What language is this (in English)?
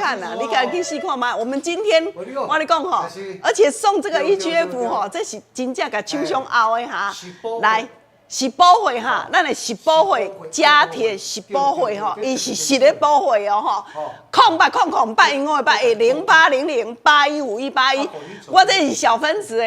Min Nan Chinese